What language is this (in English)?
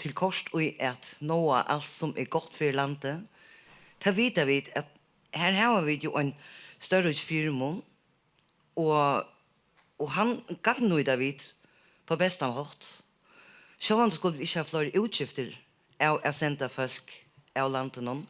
Faroese